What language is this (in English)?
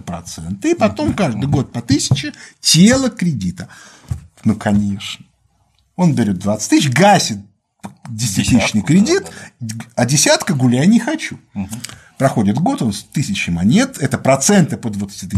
Russian